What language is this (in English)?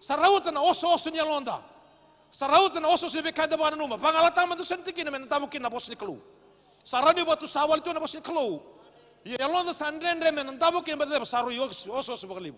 Fijian